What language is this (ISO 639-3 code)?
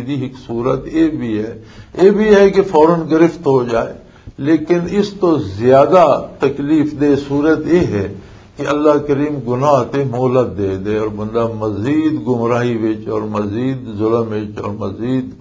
lah